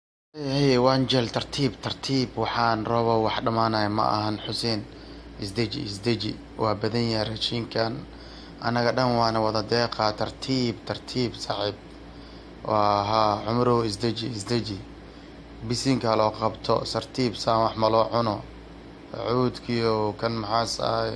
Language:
Somali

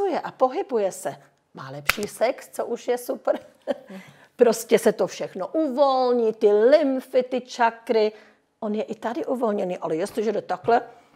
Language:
Czech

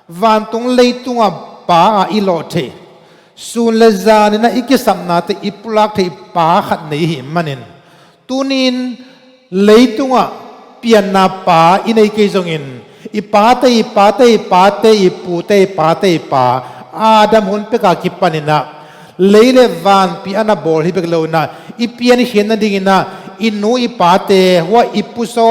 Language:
Tedim Chin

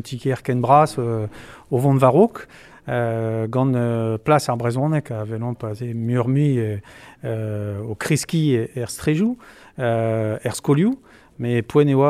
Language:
Breton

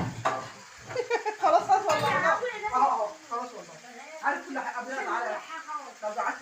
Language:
Egyptian Arabic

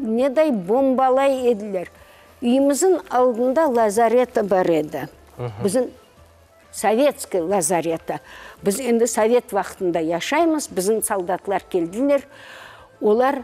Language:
Crimean Tatar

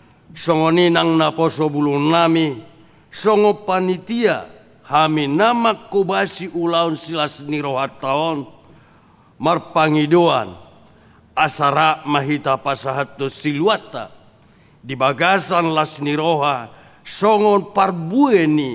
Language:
Batak Toba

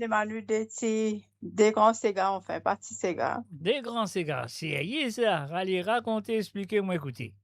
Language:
Morisyen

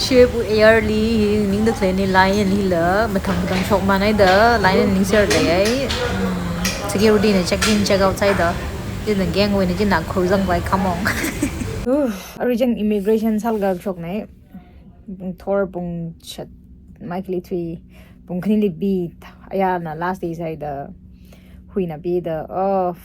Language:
Tangkhul Naga (India)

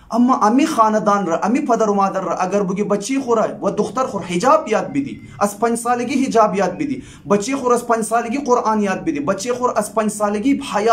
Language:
Hazaragi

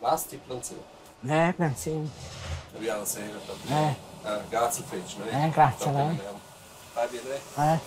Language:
Romansh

